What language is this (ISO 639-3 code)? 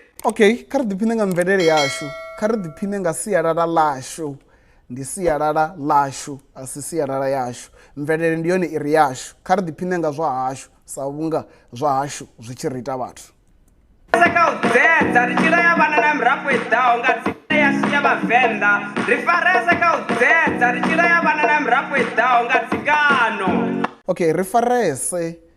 ven